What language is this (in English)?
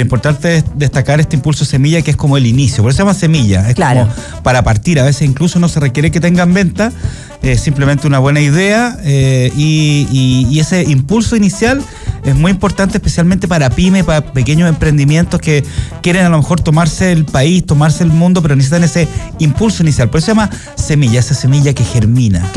Spanish